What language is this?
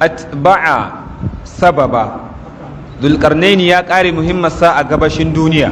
Hausa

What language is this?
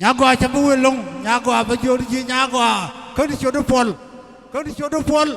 Nuer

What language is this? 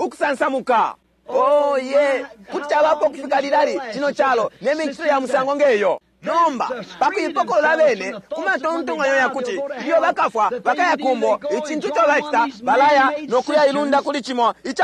Bemba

